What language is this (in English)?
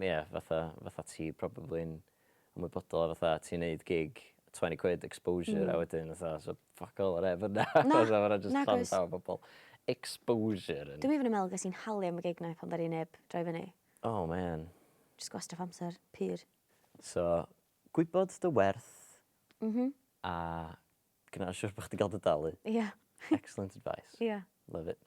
Welsh